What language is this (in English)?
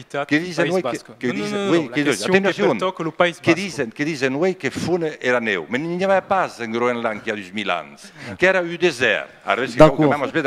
Occitan